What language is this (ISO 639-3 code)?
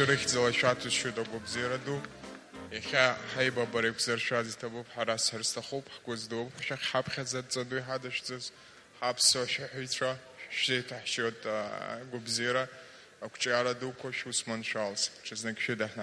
abk